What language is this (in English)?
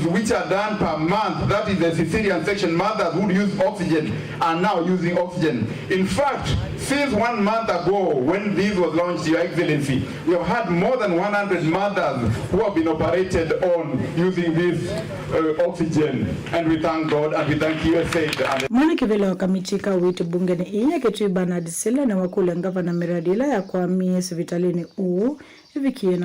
Kamba